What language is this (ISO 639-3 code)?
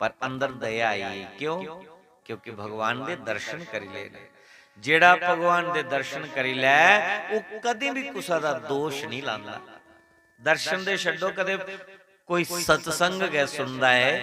doi